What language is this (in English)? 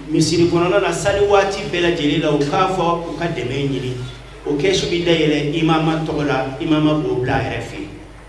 Bambara